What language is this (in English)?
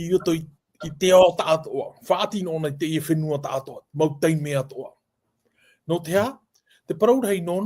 Tahitian